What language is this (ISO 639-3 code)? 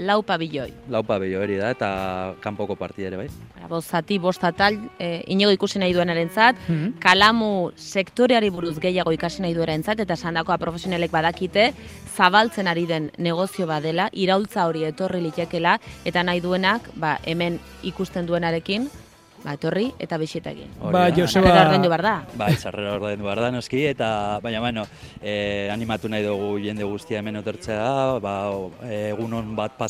eus